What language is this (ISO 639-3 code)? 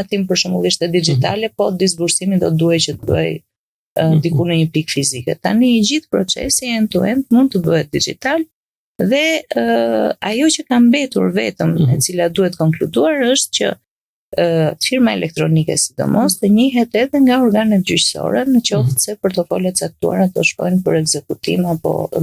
sqi